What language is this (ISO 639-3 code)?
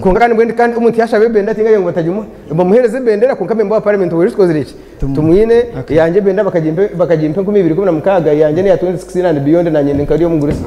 nyn